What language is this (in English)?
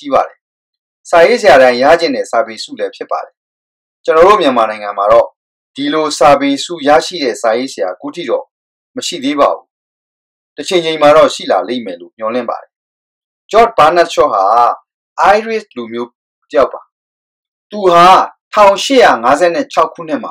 Burmese